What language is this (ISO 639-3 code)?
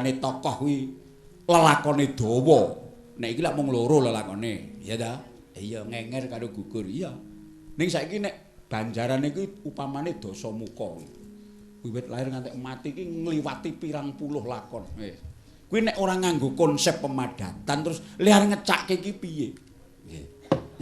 jav